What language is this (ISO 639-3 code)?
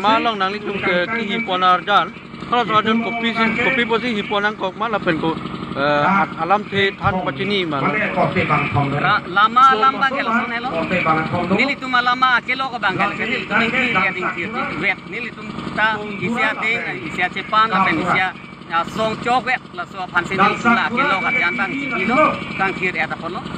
mjw